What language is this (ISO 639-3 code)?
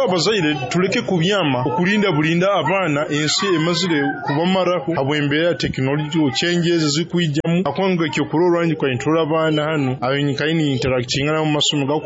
nyo